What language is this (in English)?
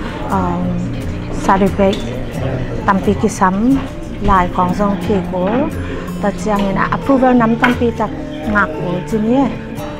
Tedim Chin